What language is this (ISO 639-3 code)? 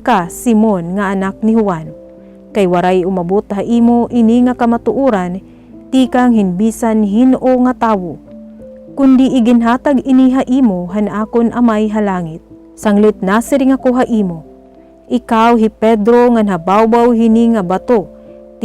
war